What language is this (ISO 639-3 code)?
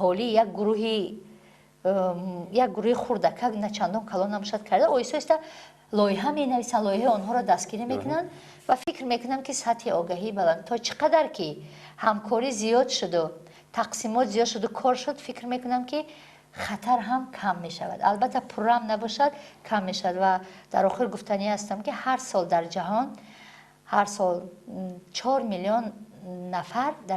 tgk